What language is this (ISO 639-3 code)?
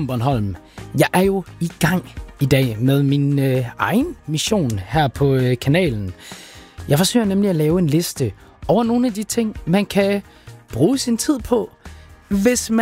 dan